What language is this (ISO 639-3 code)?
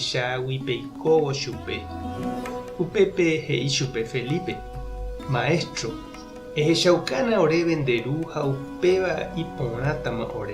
grn